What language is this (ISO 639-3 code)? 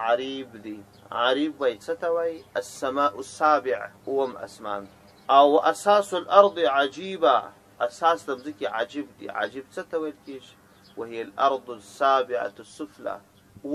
pus